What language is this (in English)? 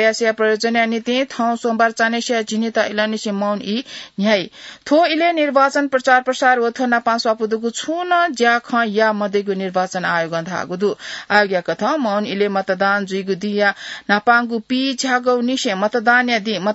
Newari